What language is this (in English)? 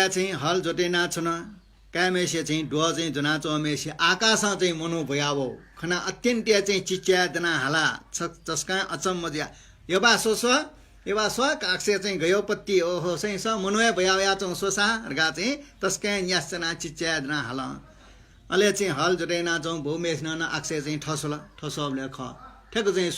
Newari